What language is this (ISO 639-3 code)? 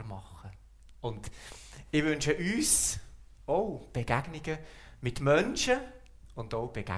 gsw